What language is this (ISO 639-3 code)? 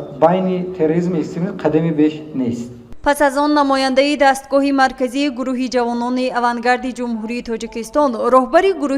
tgk